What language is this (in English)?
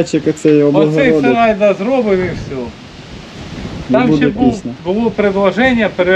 Ukrainian